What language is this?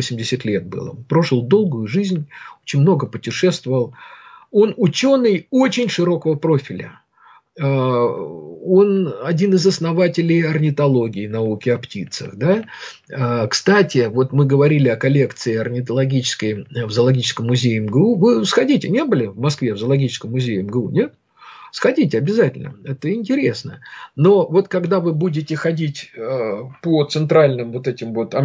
Russian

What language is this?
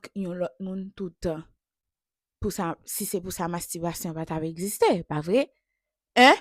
Haitian Creole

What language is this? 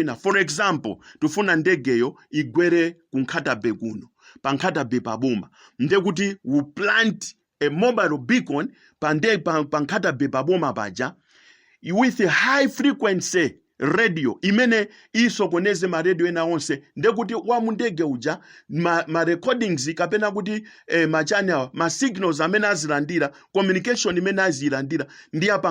Nyanja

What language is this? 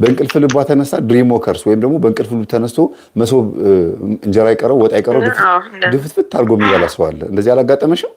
Amharic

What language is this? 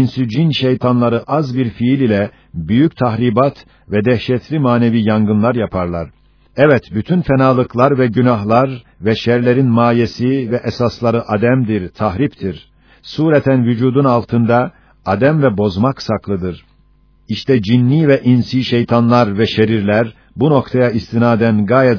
Turkish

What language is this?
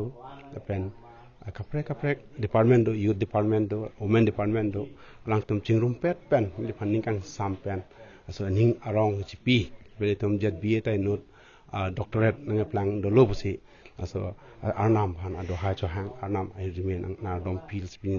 Karbi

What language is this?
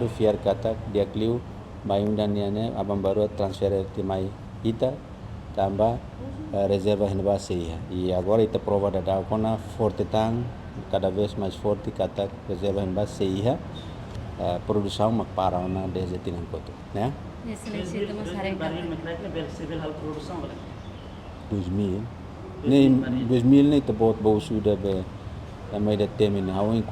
Tetum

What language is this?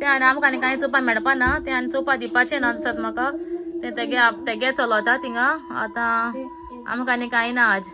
Konkani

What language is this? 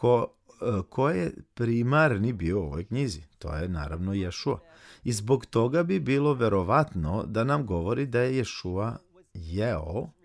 Serbian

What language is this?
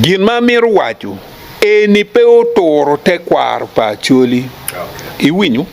Acoli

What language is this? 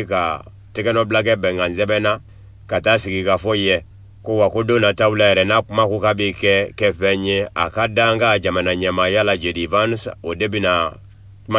Bambara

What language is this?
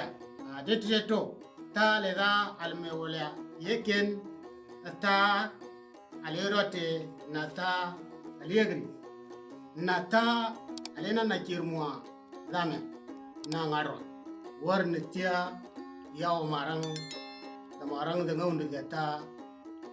Moro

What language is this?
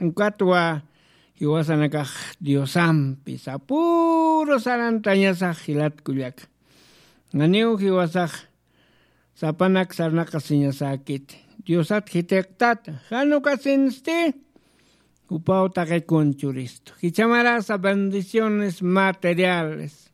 Aymara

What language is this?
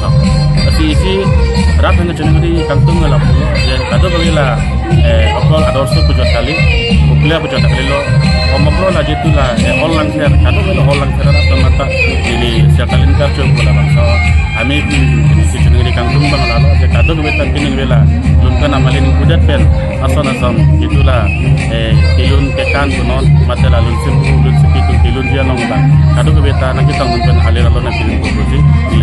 Karbi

